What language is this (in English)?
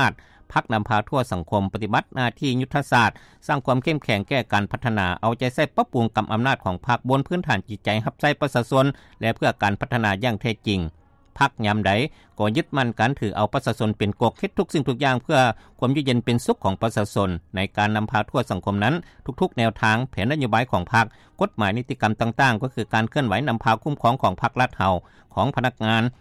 Lao